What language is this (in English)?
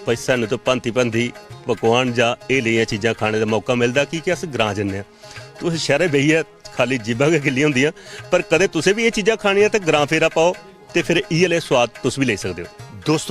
Dogri